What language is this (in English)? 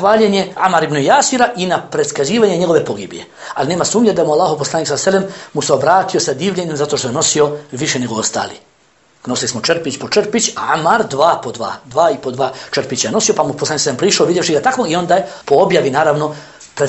Bosnian